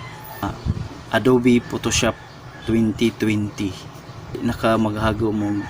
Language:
Cebuano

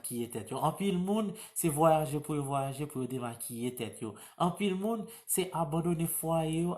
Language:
Haitian Creole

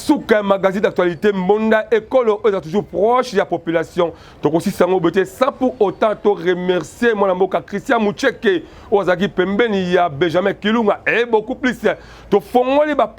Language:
Lingala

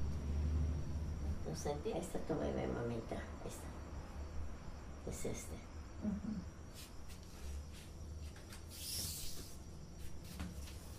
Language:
Spanish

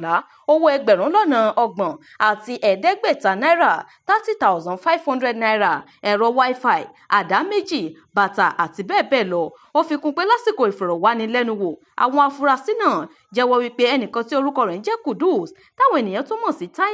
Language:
Yoruba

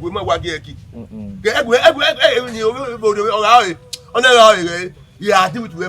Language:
Bini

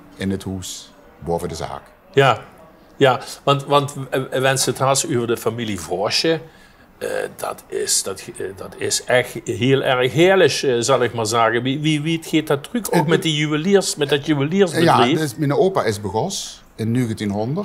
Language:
Limburgish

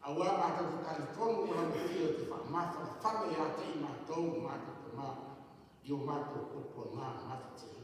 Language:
Samoan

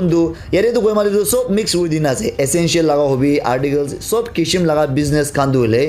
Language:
Naga Pidgin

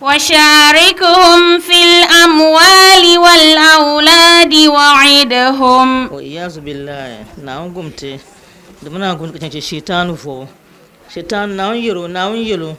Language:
Dagbani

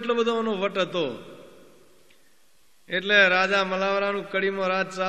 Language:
Gujarati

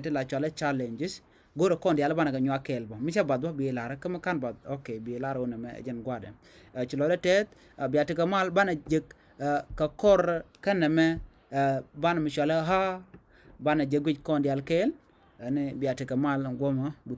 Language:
Nuer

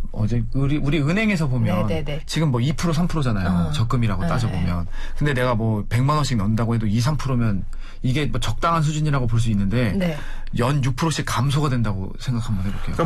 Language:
Korean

